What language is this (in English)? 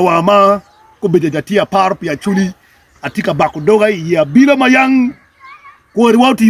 Acoli